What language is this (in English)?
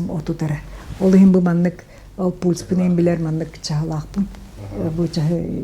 Yakut